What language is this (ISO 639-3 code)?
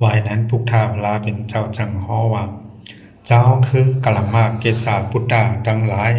shn